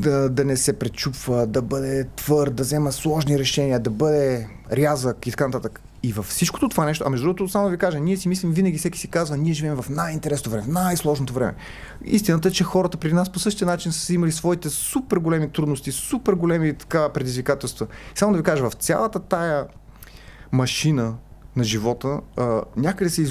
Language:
Bulgarian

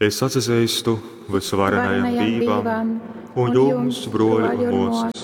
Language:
Latgalian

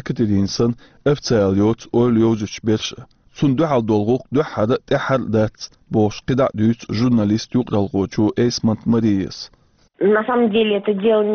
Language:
Chechen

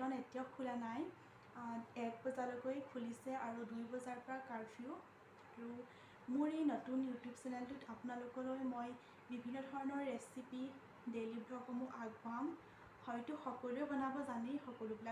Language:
Assamese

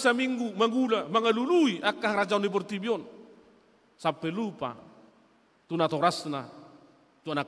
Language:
Batak Toba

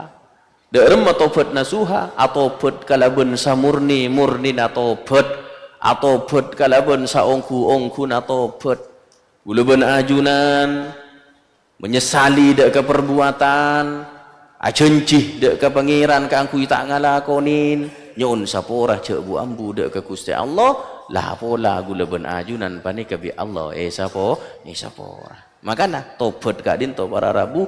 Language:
Madurese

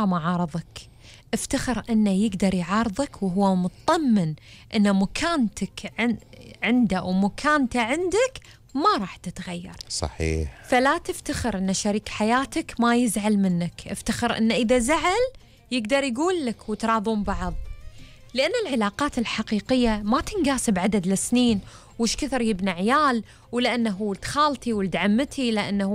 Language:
Gulf Arabic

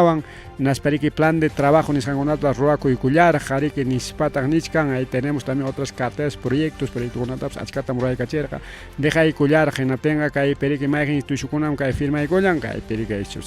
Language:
Ayacucho Quechua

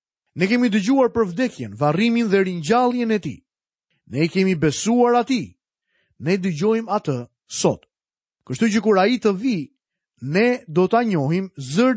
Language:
Albanian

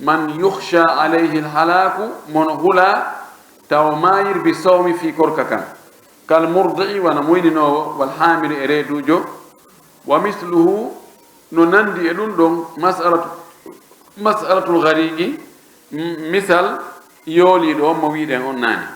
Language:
Pular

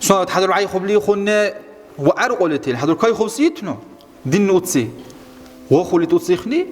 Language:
Dargwa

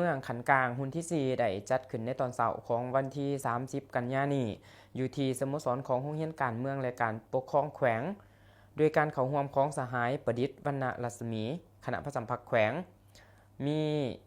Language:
Lao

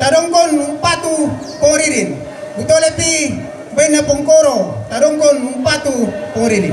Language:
Toraja-Sa'dan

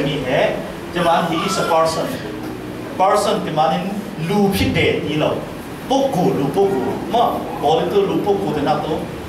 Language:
Falam Chin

